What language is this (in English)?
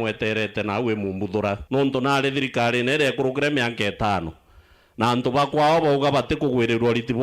Meru